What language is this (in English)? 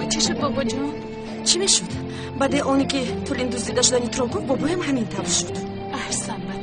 Tajik